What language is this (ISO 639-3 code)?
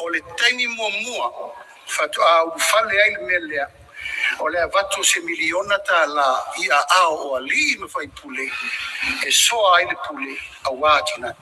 smo